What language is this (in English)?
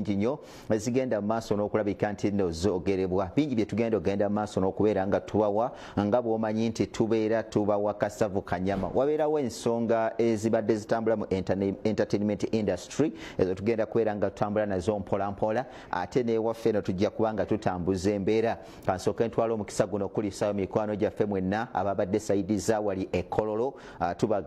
Ganda